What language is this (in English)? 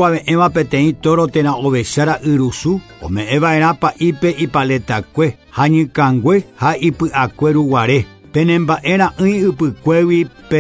Guarani